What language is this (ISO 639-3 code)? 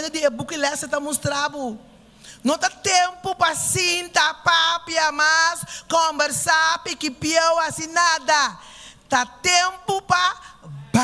pap